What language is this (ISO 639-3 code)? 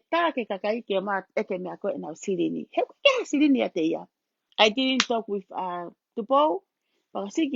ton